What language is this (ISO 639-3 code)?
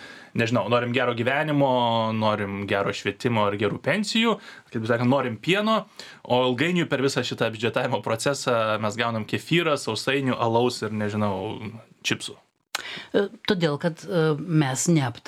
lit